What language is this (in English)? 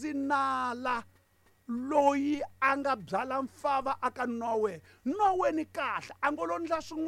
Tsonga